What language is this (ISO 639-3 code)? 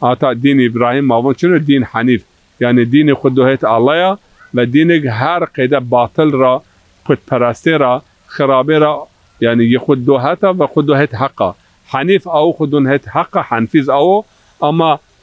zza